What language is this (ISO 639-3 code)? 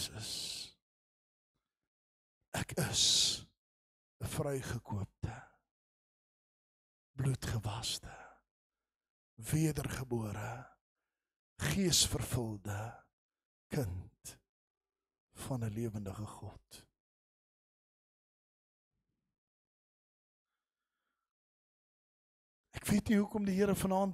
afr